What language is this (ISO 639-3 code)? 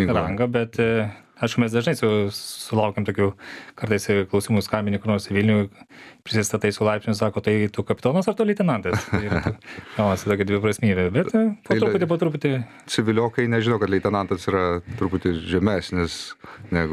lit